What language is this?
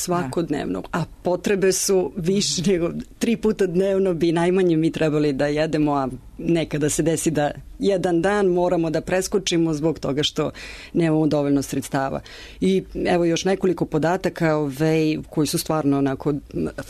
Serbian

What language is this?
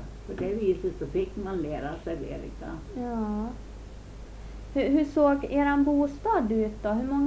Swedish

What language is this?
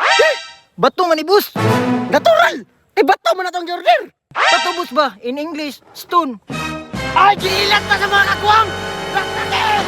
Cebuano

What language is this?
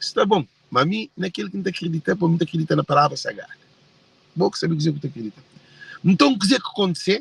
Kabuverdianu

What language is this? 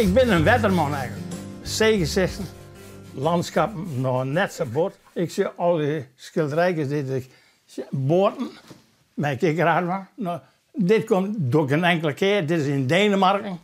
Western Frisian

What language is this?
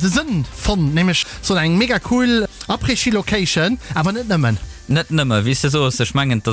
Luxembourgish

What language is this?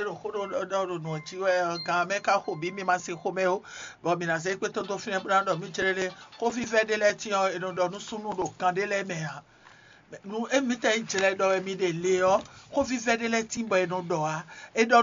Fon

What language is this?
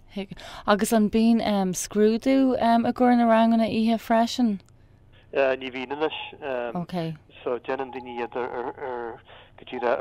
Irish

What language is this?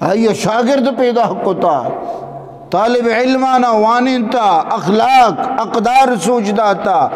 Eastern Balochi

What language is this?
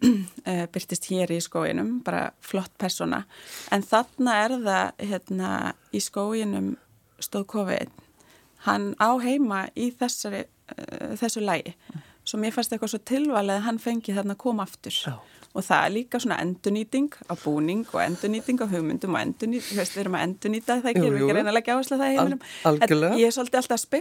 Icelandic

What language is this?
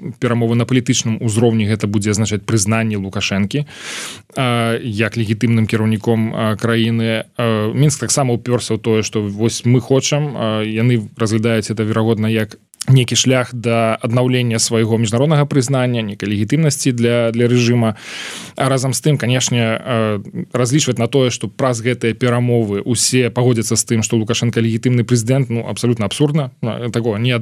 Belarusian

